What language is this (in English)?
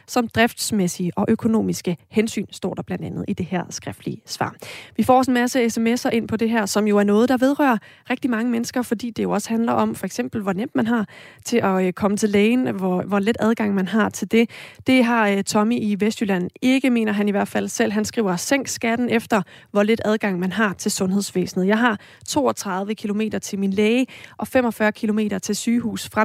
Danish